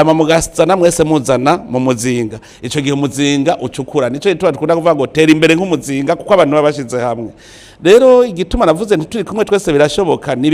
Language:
Rundi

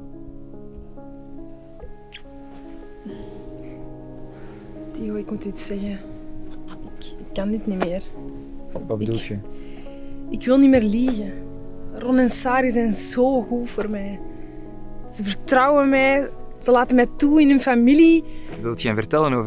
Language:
Dutch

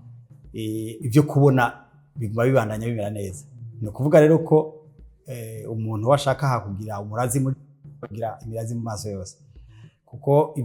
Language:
Rundi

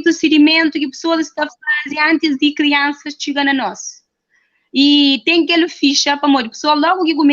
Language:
Kabuverdianu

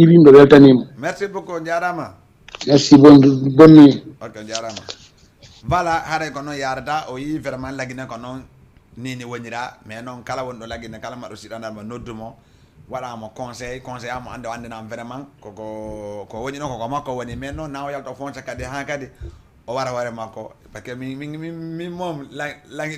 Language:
Fula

